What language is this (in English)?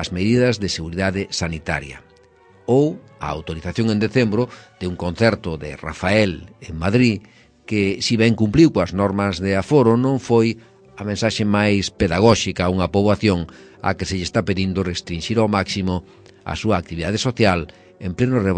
Galician